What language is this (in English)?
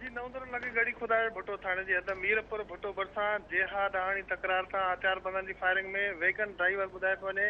Sindhi